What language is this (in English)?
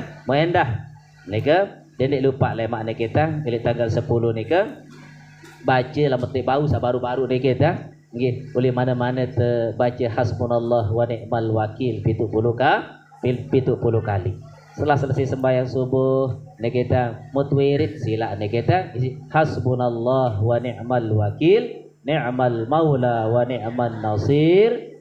Sasak